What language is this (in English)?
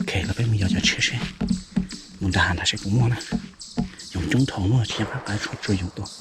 Hmong